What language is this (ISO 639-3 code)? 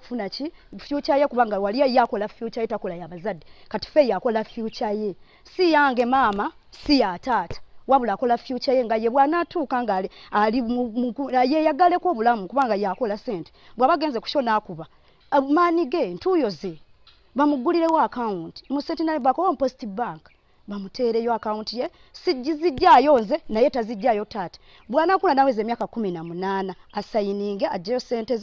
lug